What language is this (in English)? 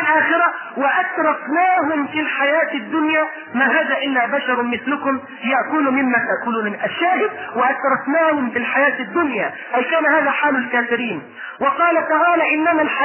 Arabic